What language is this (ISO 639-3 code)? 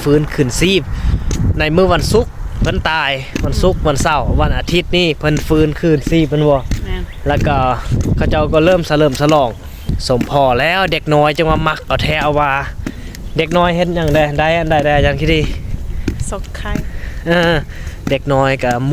lao